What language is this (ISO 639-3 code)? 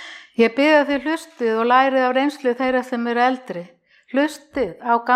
isl